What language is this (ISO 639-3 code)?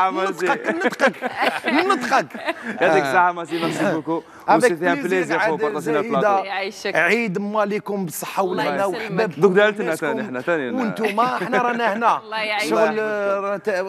arq